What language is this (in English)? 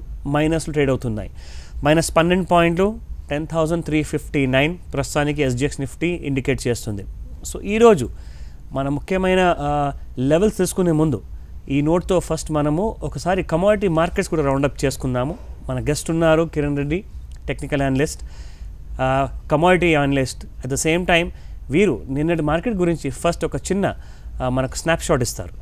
Telugu